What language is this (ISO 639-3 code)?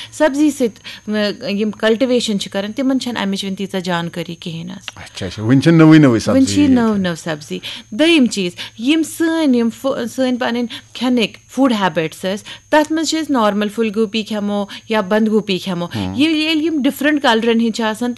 kas